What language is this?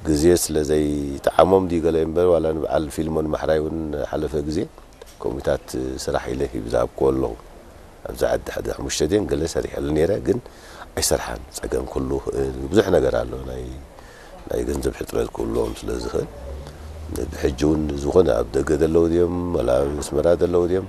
Tigrinya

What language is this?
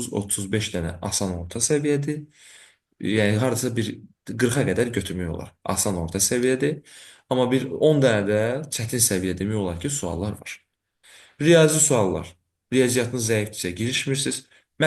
Azerbaijani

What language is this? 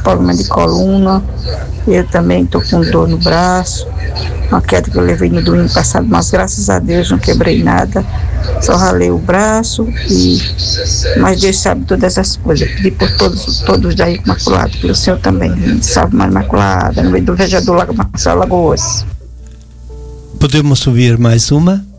Portuguese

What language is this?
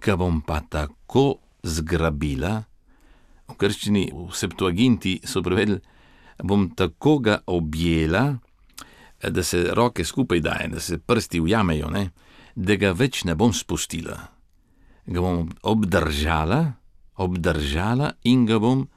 Slovenian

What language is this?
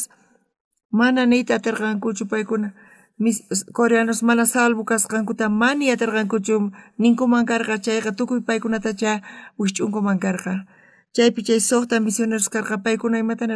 South Bolivian Quechua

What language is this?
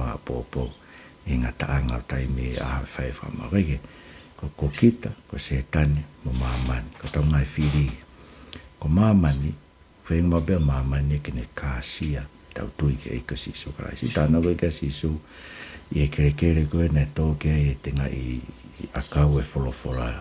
Tongan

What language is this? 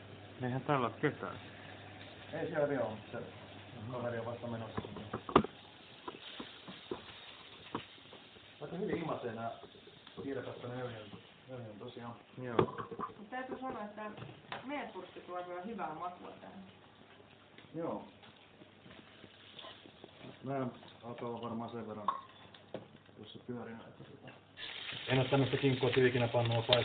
Finnish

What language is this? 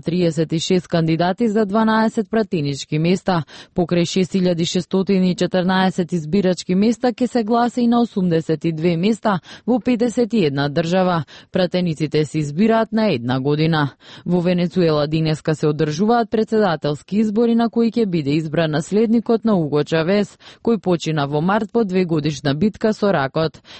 Macedonian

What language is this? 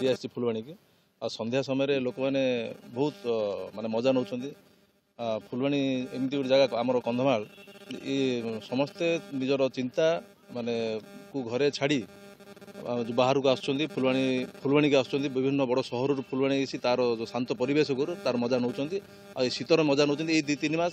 Odia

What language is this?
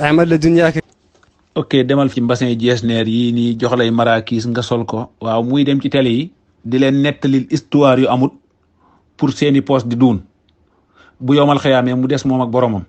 Wolof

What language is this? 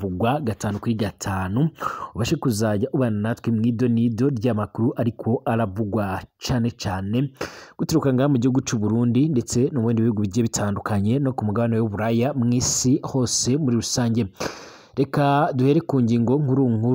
Rundi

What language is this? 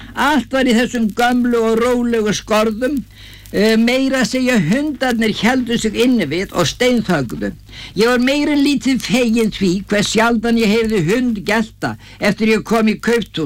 Icelandic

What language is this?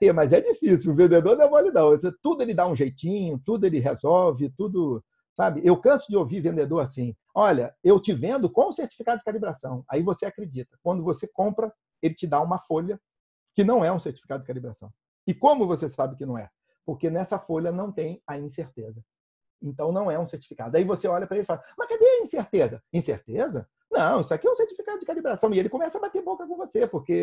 Portuguese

